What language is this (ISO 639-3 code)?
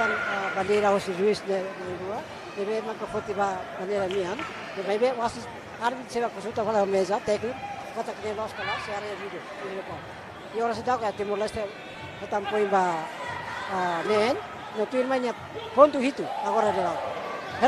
tet